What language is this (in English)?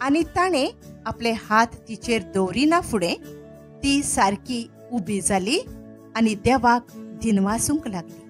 Konkani